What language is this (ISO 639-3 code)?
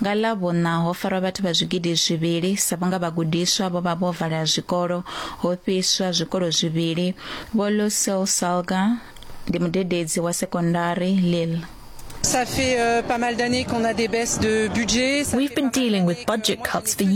ven